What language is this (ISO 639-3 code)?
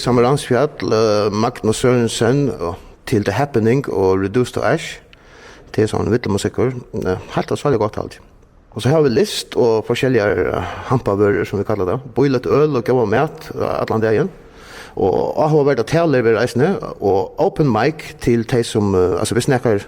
fao